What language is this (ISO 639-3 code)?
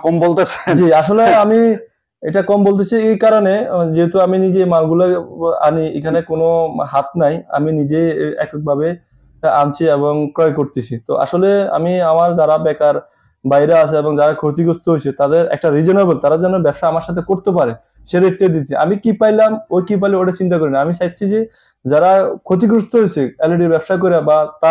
ben